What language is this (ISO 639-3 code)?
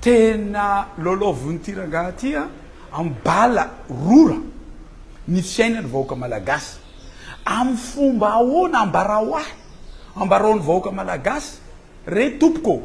mlg